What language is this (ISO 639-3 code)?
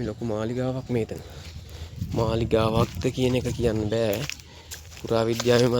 sin